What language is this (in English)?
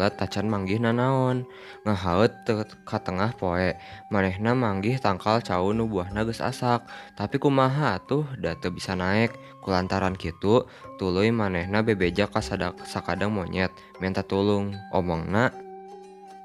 Sundanese